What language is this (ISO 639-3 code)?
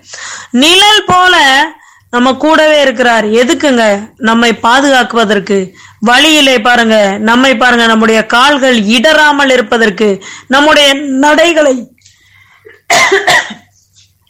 tam